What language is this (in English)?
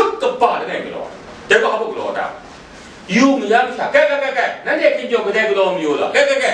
Kachin